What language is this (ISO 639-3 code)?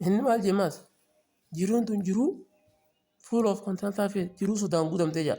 orm